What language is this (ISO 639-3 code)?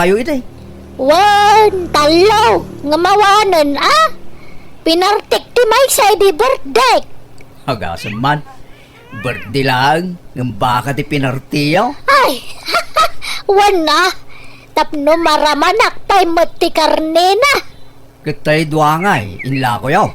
ilo